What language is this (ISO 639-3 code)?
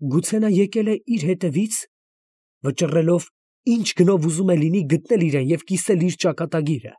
hye